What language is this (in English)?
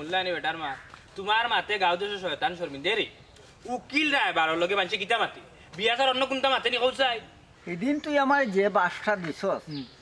Sylheti